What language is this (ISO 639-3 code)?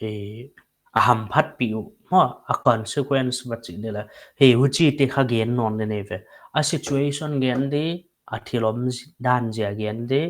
pck